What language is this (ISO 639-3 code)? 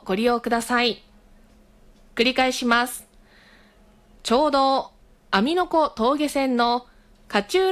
jpn